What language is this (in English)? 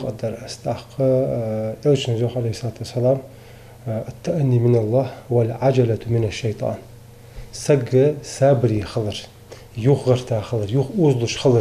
Ingush